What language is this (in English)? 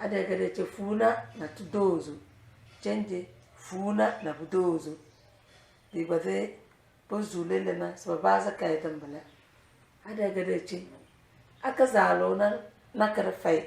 Tem